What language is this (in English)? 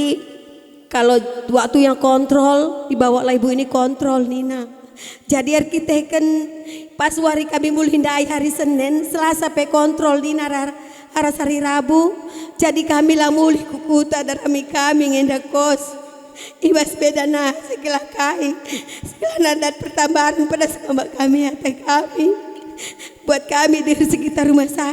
Batak Karo